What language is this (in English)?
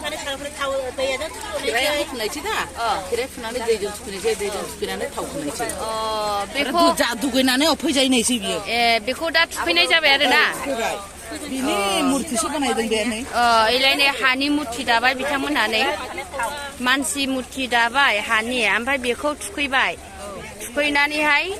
Bodo